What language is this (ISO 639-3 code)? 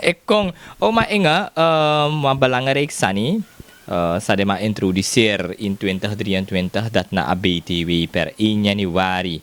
srn